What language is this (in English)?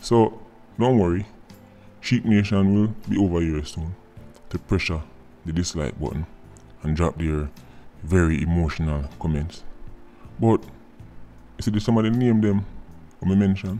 Jamaican Creole English